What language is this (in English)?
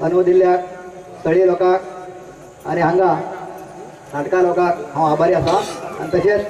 Konkani